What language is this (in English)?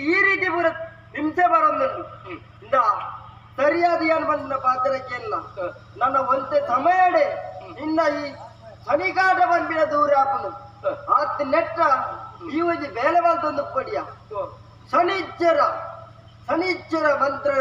Tulu